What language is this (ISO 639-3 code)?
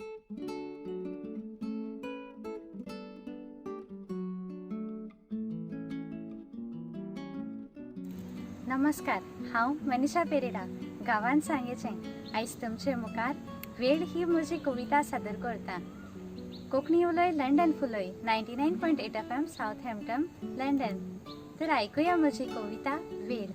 kok